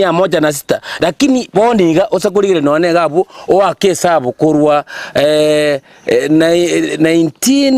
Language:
Gusii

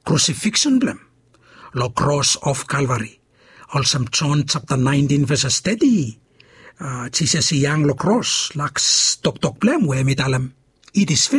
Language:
Bislama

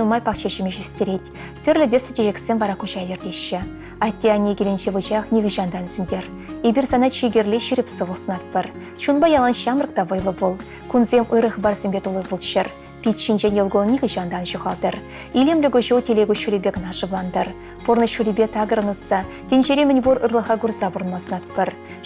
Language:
Chuvash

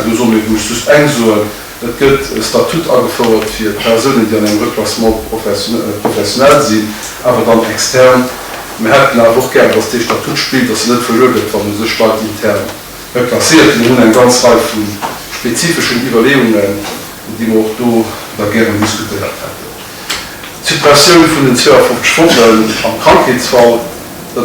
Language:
Luxembourgish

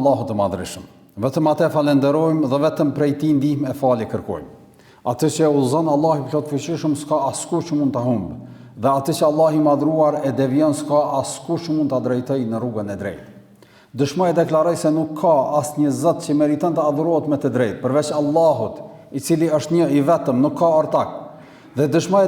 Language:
Albanian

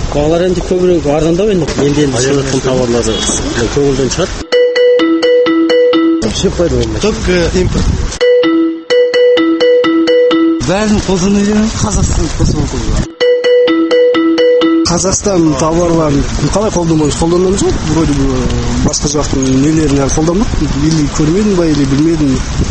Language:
Kazakh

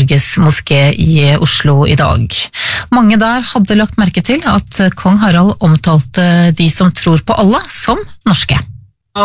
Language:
Norwegian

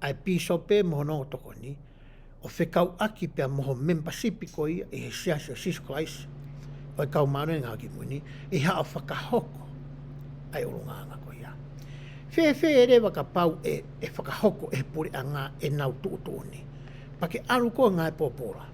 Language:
Tongan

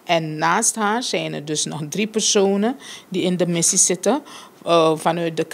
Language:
Dutch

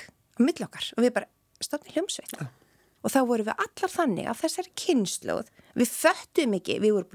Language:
Icelandic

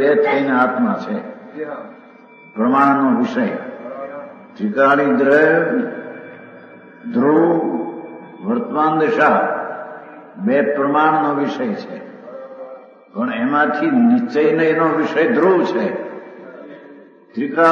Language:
Gujarati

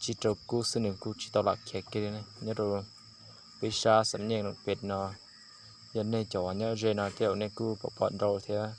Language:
Hmong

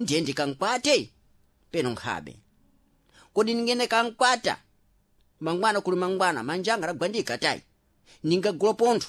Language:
Sena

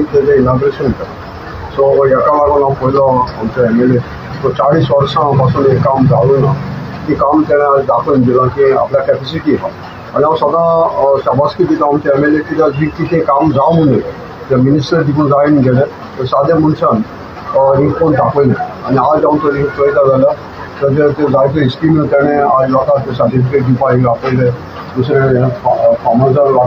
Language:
Konkani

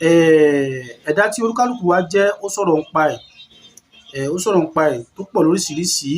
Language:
Yoruba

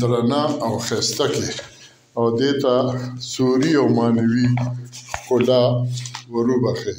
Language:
Pashto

